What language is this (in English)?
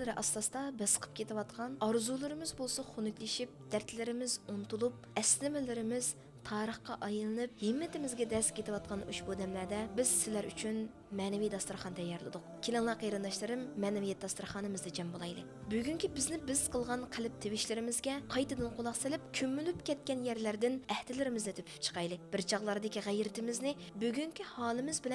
Uyghur